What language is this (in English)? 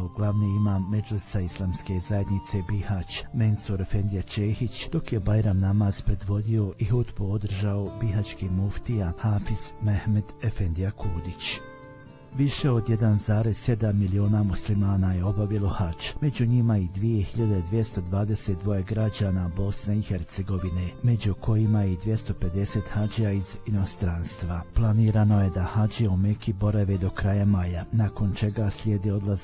Bosnian